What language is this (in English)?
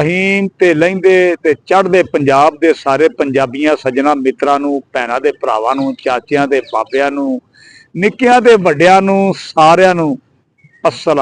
Western Panjabi